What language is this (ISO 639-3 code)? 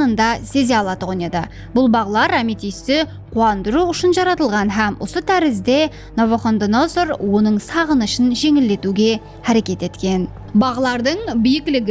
kaa